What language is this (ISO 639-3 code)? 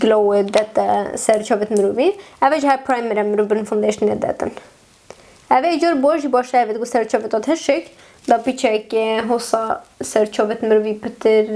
kur